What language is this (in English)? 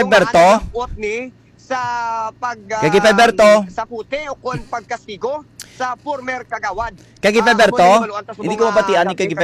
Hiligaynon